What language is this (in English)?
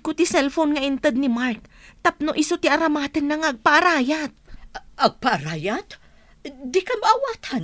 Iloko